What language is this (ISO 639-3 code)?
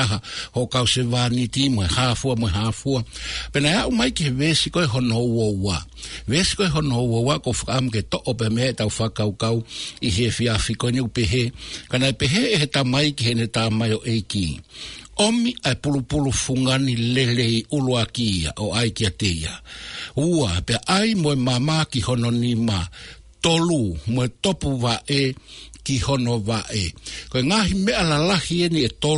ton